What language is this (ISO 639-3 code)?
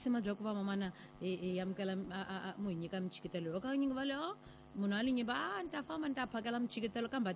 tso